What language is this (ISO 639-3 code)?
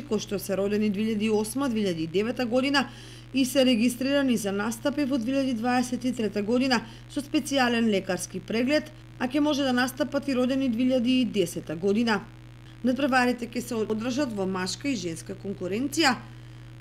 mkd